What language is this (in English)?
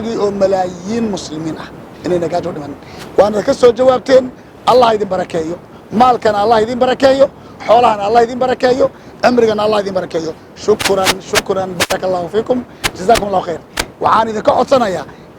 Somali